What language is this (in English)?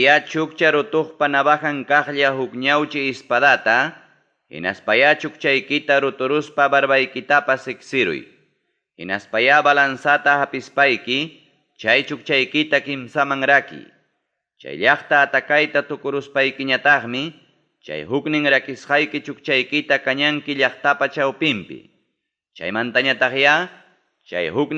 Ayacucho Quechua